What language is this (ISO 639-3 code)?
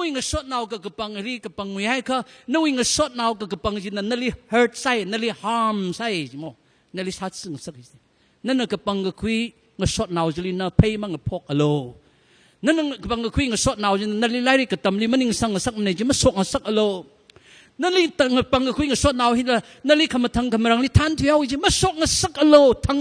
nmf